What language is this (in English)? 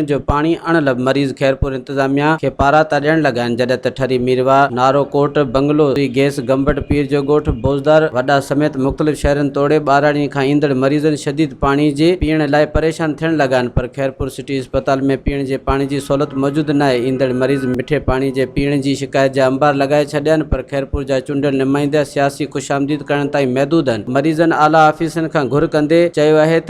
Sindhi